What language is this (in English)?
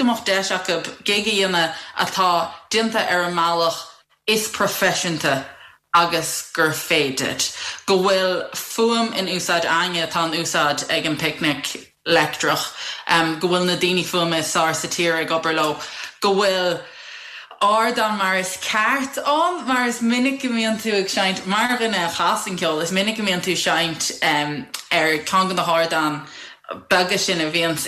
Irish